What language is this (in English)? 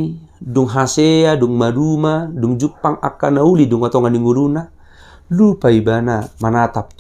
Batak Toba